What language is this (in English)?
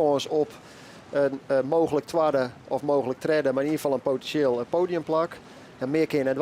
Western Frisian